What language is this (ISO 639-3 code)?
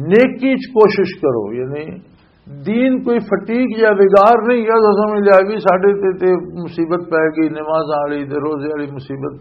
lah